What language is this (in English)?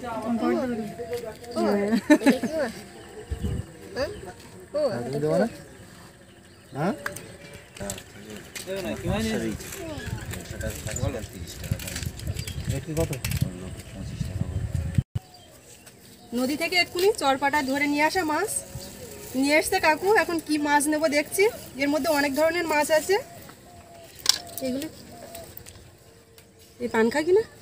Bangla